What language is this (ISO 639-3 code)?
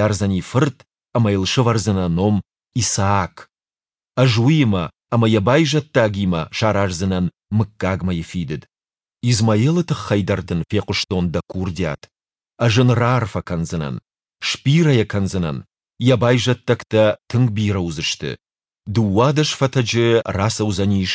oss